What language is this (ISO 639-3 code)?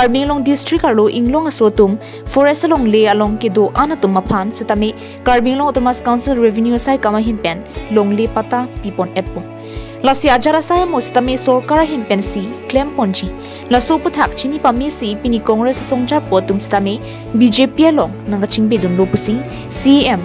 mjw